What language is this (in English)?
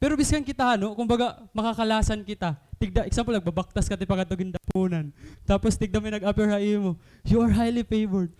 Waray